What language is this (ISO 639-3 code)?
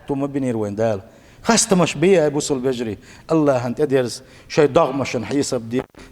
che